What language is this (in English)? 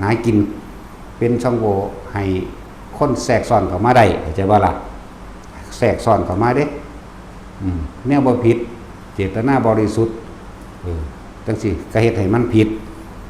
Northeastern Thai